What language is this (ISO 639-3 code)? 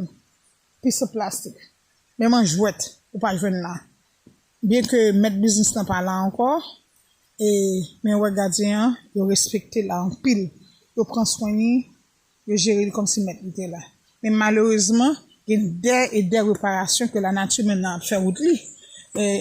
hat